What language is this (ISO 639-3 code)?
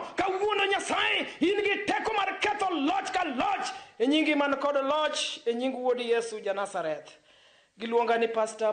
luo